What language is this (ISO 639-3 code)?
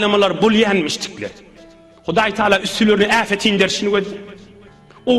tuk